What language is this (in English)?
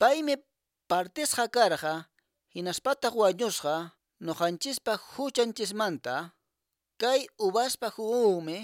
Quechua